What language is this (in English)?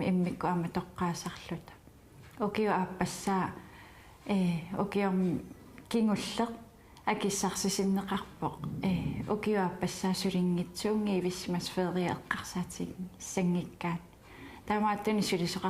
Kalaallisut